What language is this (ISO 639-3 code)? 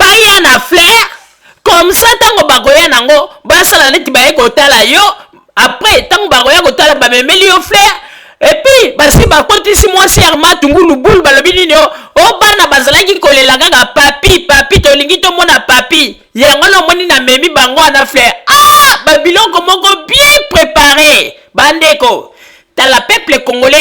lin